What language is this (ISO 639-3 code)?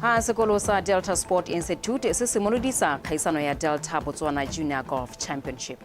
tsn